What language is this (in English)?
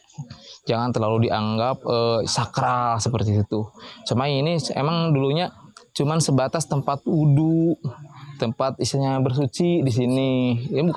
Indonesian